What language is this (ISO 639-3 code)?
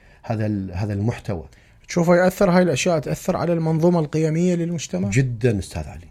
acm